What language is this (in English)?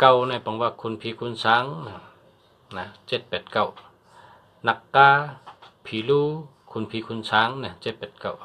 Shan